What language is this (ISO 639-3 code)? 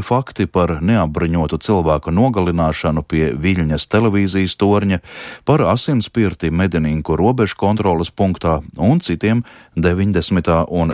lav